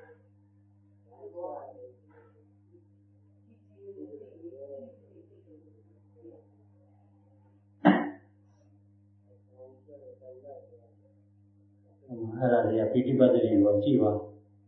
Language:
Burmese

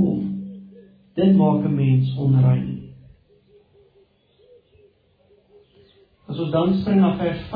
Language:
Afrikaans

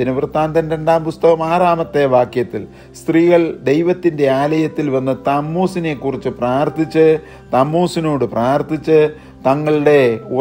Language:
Malayalam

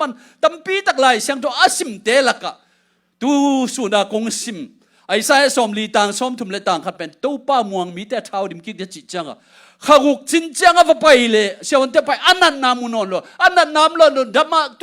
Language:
Tedim Chin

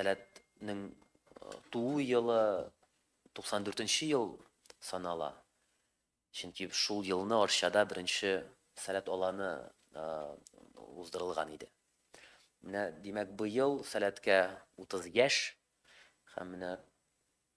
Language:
Tatar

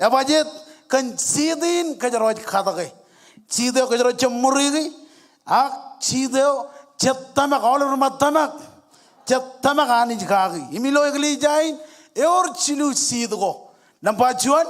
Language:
Marshallese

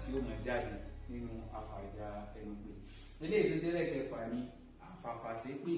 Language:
Yoruba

